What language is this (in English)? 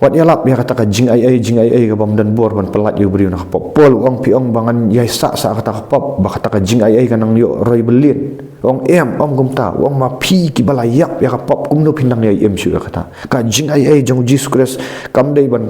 Khasi